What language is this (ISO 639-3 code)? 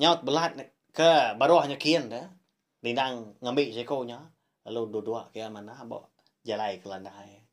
iba